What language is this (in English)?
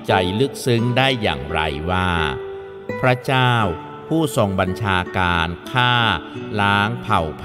Thai